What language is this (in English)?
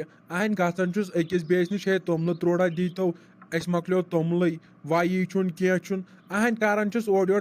Kashmiri